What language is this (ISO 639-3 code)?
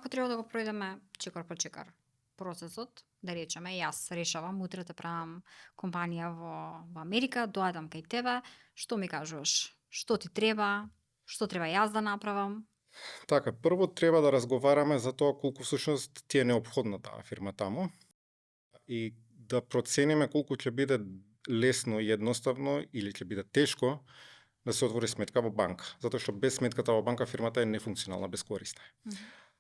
mkd